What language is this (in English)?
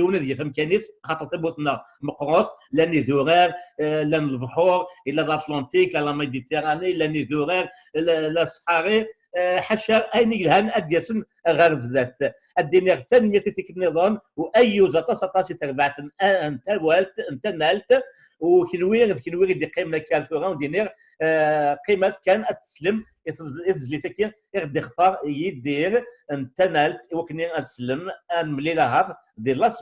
Kabyle